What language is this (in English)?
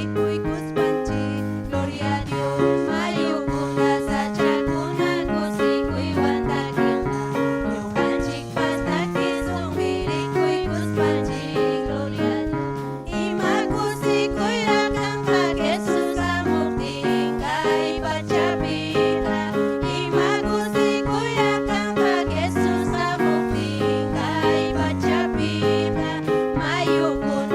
Ayacucho Quechua